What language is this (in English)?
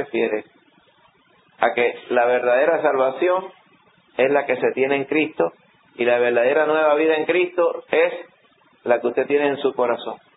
Spanish